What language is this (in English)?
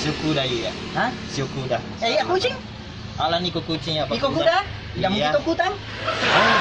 Buginese